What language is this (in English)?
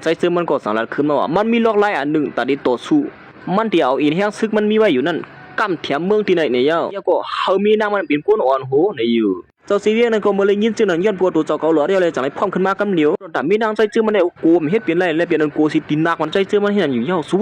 Shan